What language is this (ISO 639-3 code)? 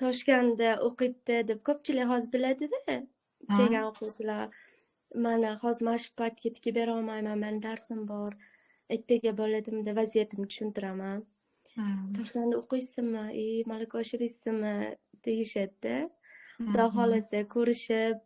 uzb